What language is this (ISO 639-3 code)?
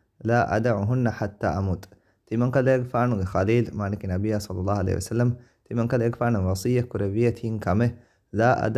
div